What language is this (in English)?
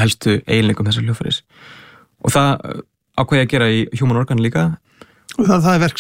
Icelandic